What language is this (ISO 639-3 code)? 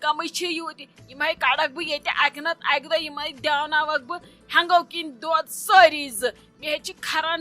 kas